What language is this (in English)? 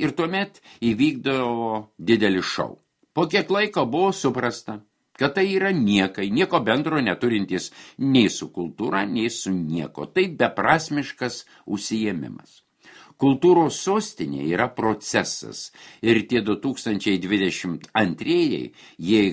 Lithuanian